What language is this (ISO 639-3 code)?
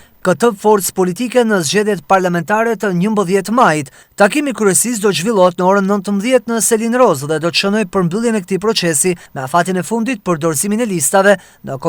sqi